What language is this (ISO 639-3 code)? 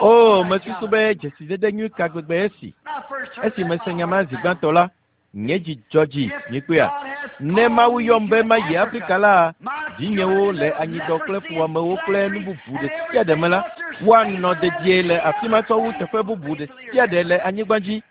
ewe